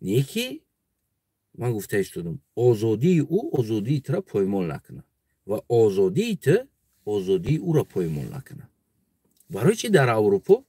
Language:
Tajik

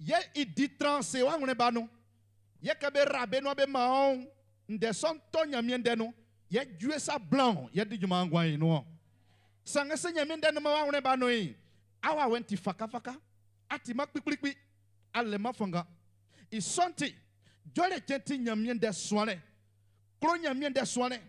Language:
Baoulé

